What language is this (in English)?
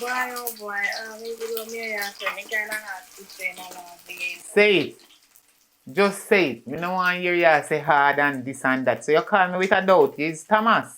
Jamaican Creole English